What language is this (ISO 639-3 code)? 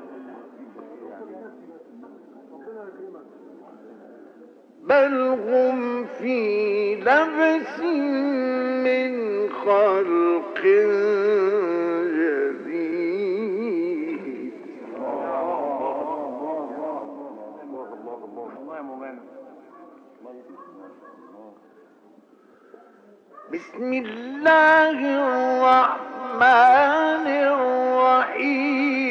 ara